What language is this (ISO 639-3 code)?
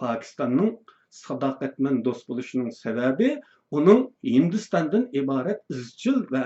uig